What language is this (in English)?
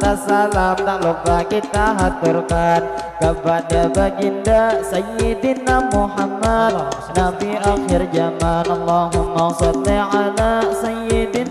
Banjar